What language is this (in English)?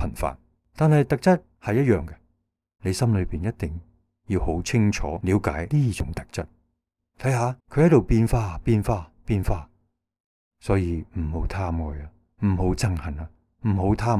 Cantonese